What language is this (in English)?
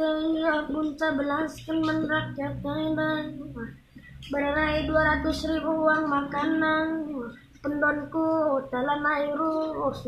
Batak Karo